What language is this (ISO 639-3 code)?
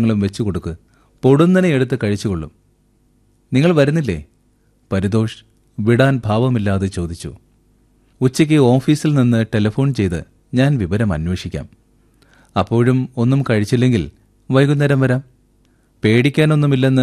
mal